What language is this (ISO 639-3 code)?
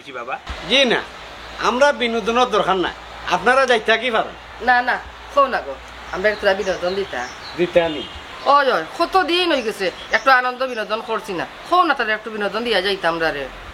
syl